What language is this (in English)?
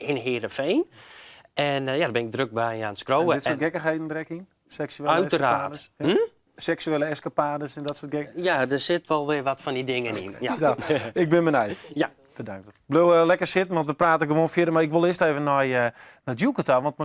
Western Frisian